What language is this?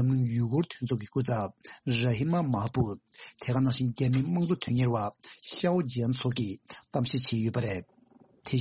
Tibetan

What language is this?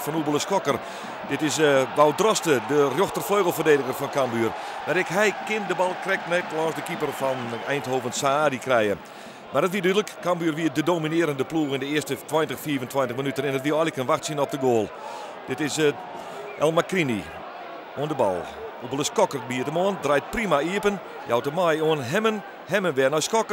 Western Frisian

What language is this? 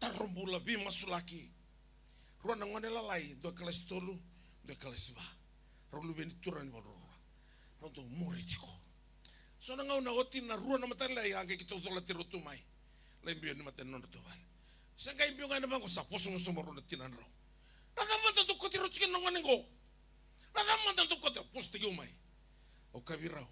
Fijian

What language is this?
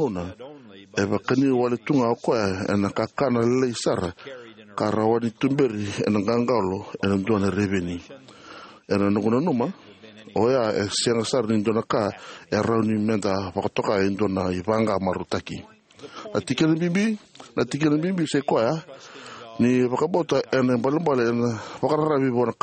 Fijian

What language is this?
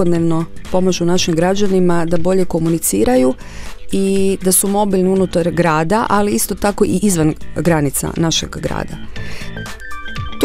Croatian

